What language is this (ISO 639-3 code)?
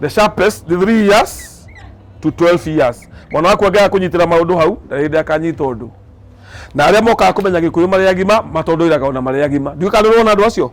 kik